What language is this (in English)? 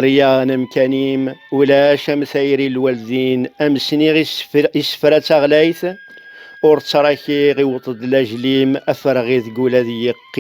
Kabyle